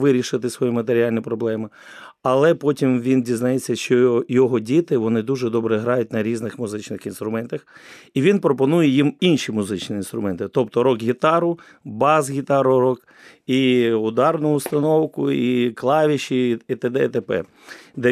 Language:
Ukrainian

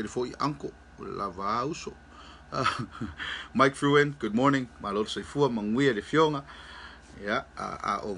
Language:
Samoan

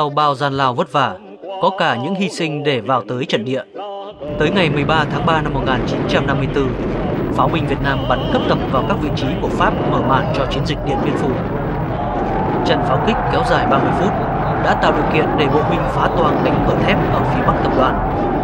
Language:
Vietnamese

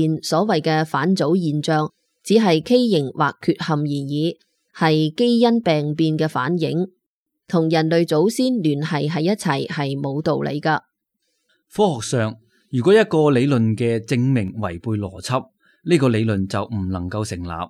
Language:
Cantonese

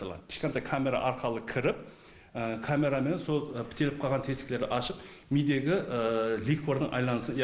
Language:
Kara-Kalpak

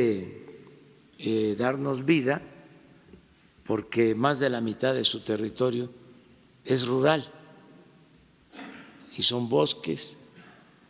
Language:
Spanish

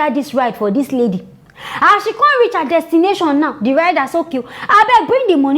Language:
Nigerian Pidgin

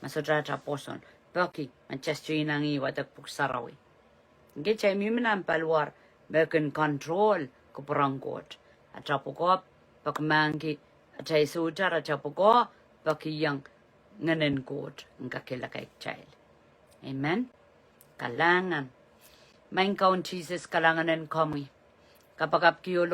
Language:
Pohnpeian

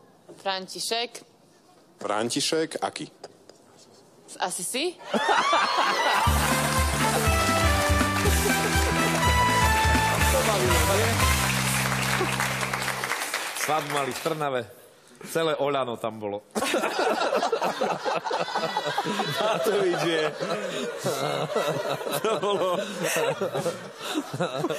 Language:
Slovak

